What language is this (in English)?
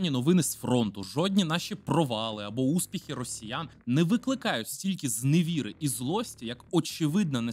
Ukrainian